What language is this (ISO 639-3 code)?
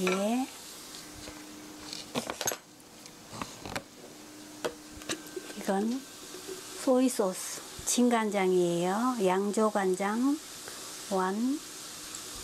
kor